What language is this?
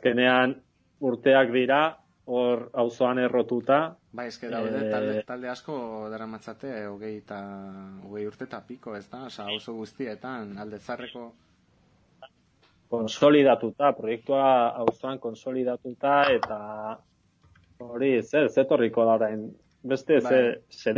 Basque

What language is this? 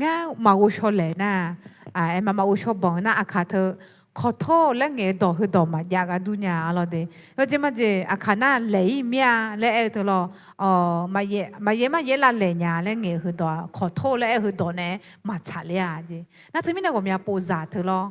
Akha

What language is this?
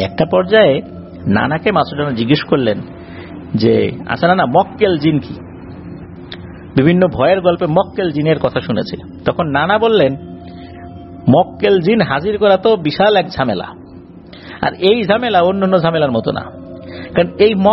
Bangla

